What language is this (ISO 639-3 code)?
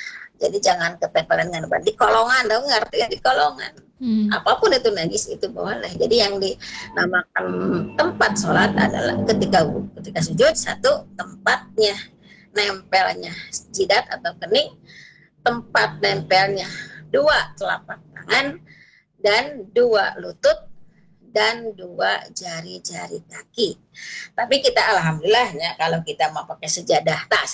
ind